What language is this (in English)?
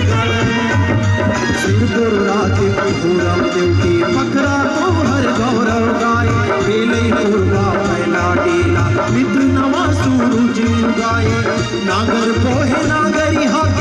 Chhattisgarhi